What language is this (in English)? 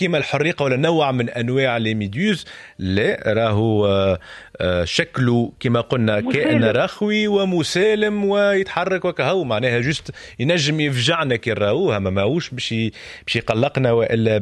Tunisian Arabic